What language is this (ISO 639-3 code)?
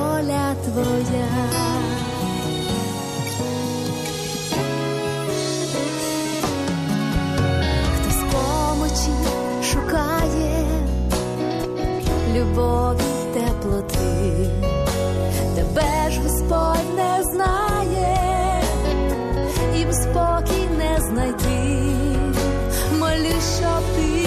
ukr